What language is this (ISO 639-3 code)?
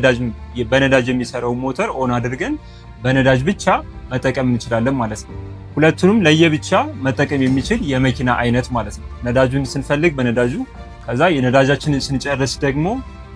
amh